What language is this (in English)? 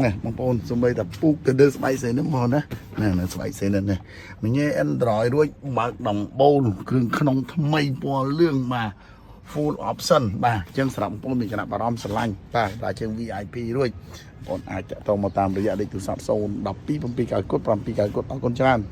Khmer